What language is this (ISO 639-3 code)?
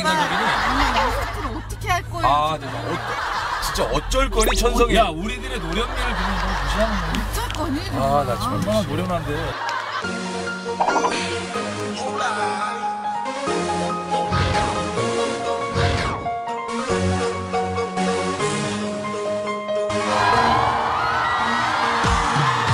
kor